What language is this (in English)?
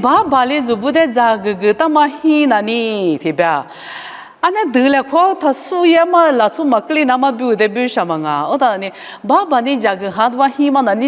Lisu